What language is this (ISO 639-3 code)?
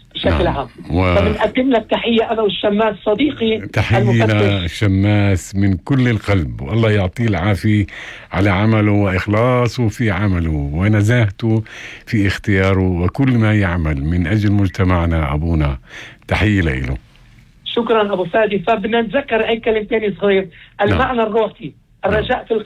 apc